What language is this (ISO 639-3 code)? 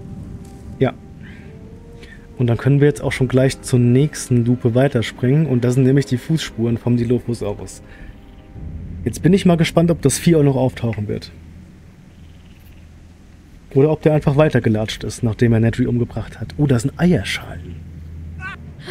deu